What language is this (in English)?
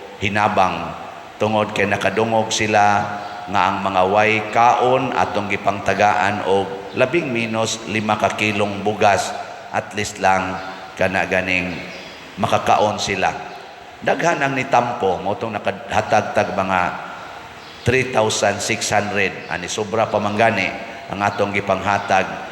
Cebuano